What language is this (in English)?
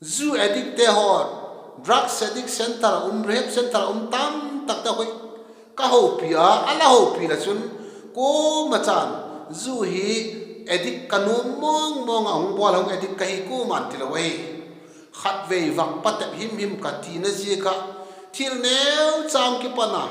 Vaiphei